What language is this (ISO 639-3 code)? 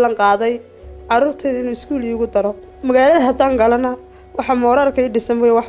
som